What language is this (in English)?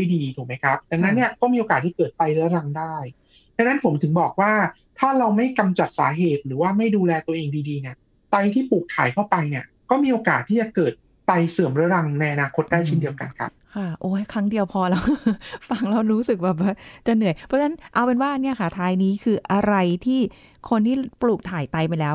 Thai